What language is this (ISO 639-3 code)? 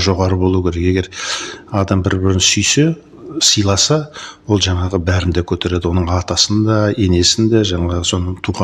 kaz